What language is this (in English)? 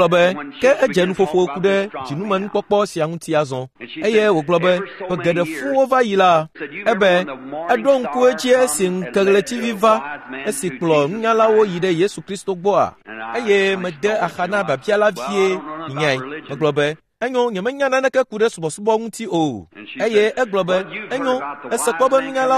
Ewe